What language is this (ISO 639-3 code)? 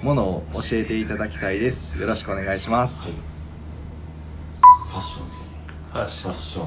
jpn